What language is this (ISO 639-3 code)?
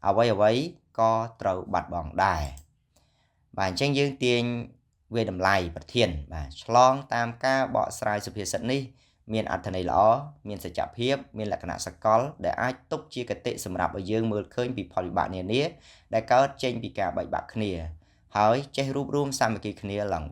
khm